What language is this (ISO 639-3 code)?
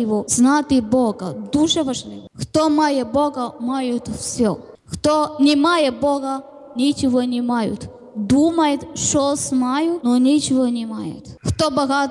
ukr